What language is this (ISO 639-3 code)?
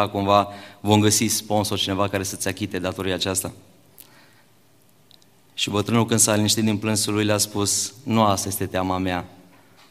ron